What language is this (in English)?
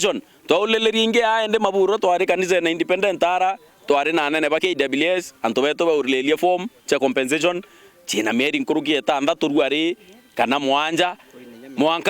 Meru